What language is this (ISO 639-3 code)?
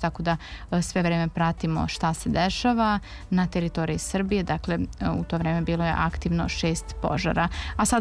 srp